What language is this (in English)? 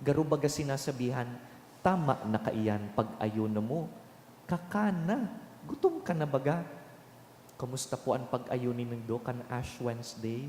Bikol